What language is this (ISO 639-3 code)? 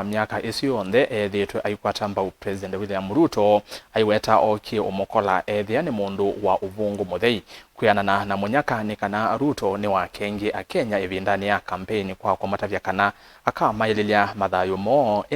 kam